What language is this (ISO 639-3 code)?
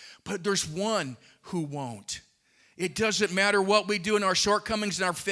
eng